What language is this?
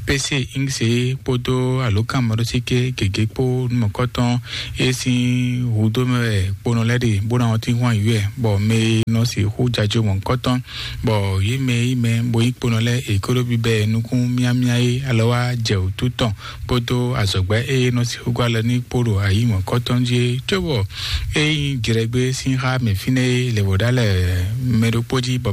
Fon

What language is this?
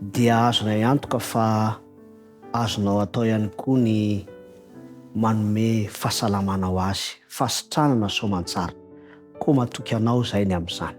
Malagasy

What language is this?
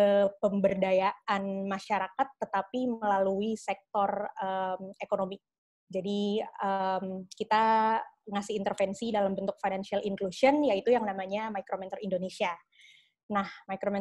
Indonesian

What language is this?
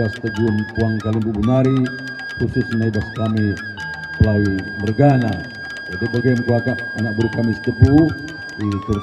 Batak Karo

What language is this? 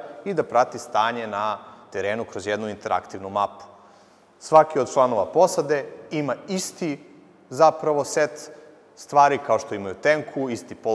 Serbian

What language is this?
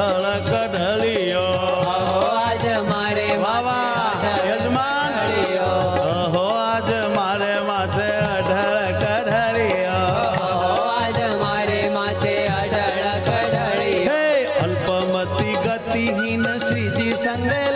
Gujarati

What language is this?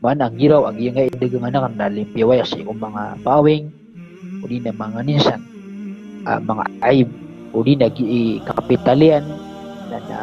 Maranao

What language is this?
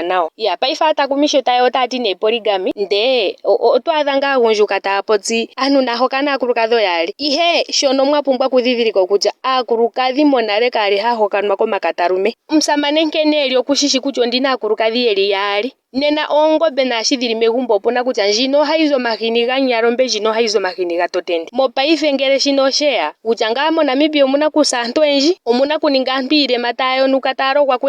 Ndonga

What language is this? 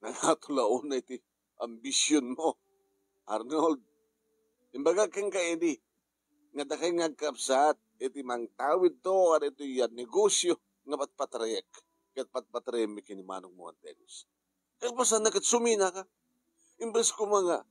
Iloko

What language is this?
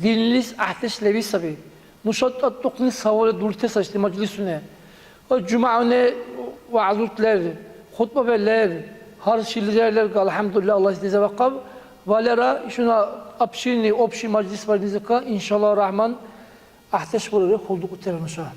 Dargwa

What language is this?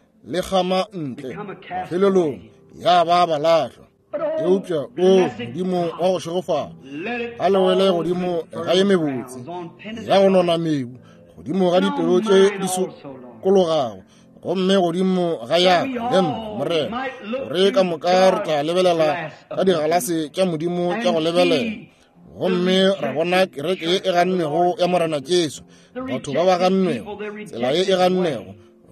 Northern Sotho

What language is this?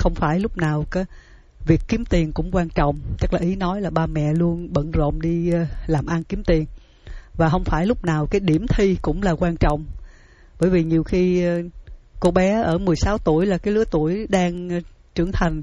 Vietnamese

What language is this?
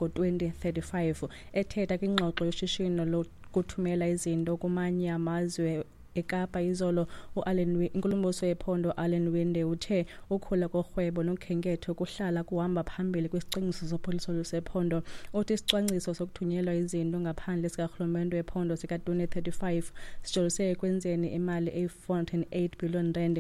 Xhosa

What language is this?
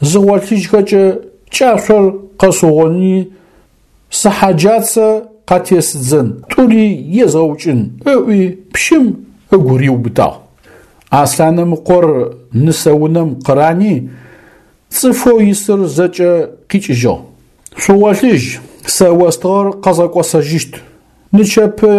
Adyghe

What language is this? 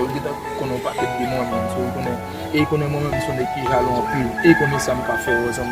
Haitian Creole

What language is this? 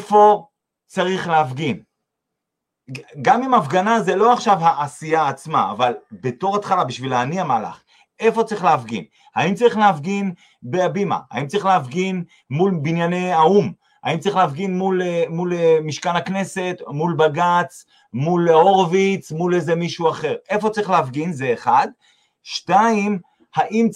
Hebrew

